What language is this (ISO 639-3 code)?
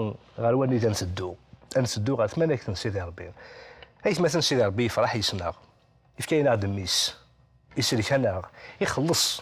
kab